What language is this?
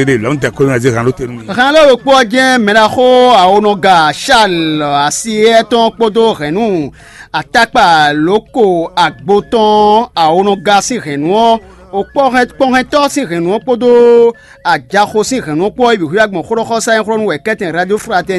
Fon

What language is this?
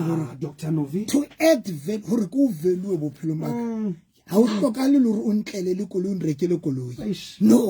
Southern Sotho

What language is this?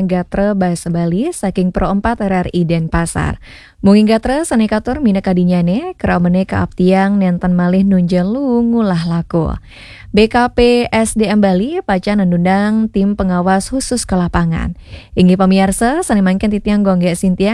Balinese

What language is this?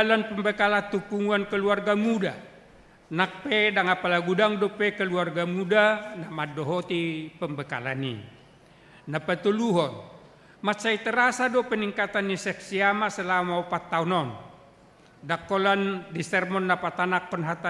Batak Toba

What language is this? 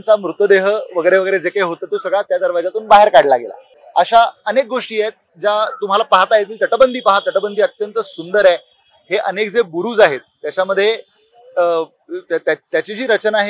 Marathi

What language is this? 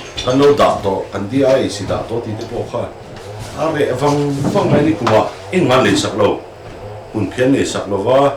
Mizo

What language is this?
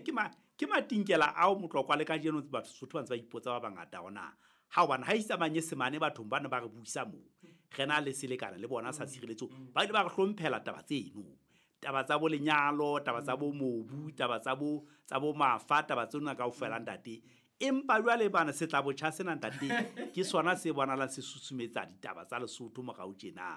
Southern Sotho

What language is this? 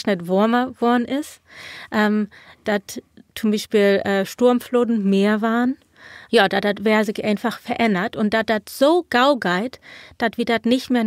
Low German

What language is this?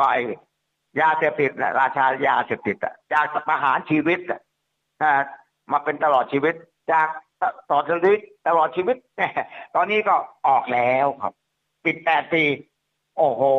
Thai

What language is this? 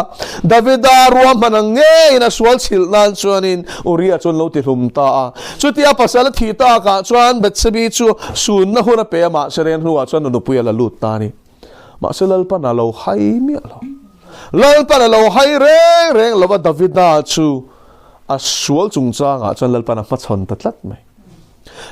Mizo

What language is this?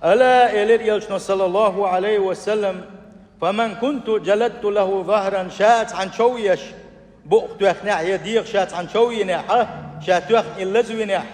Chechen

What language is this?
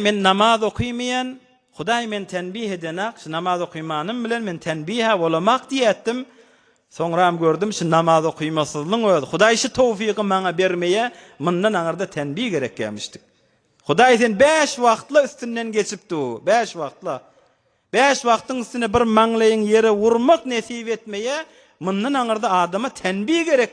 Turkmen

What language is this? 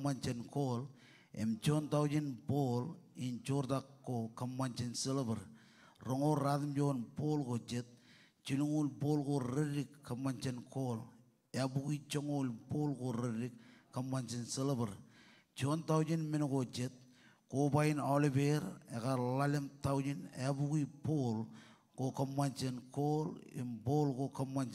Marshallese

